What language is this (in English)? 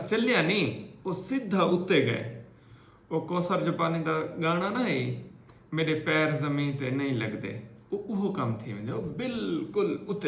Saraiki